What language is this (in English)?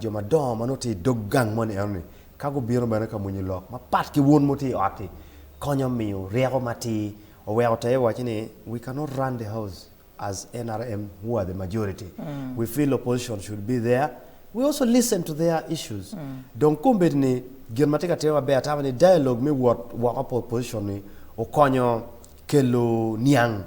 Acoli